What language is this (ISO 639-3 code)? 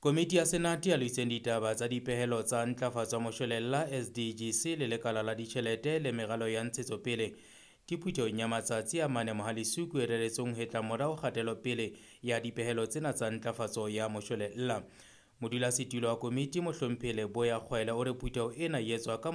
sot